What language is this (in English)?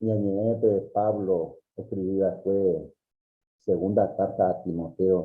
Guarani